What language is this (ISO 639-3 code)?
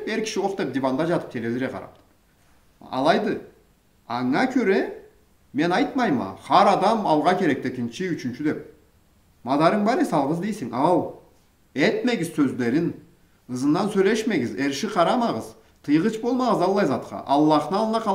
krc